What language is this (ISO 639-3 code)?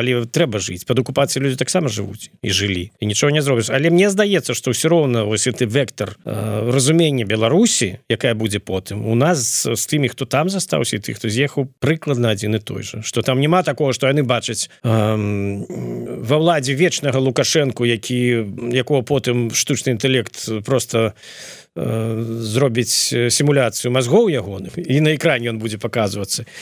bel